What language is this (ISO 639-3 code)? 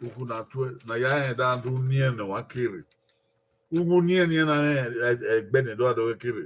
bin